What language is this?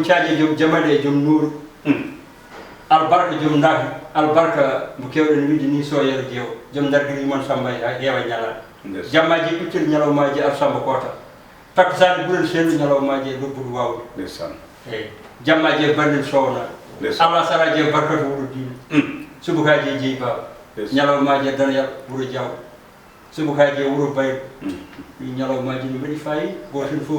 Fula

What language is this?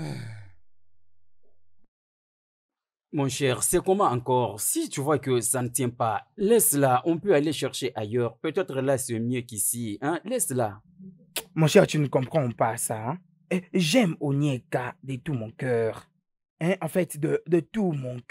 French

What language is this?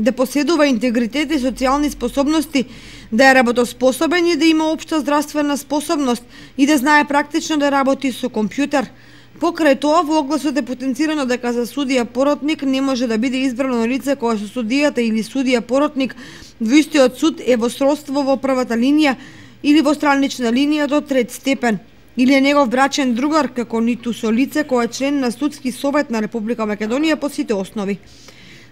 Macedonian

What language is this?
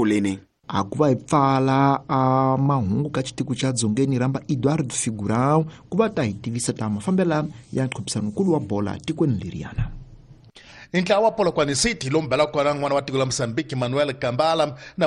Tsonga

